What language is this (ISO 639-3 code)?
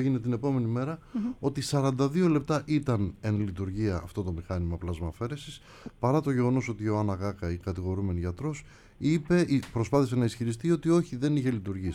ell